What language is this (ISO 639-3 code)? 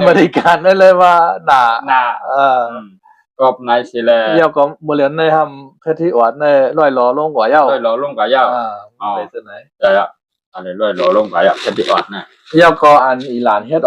shn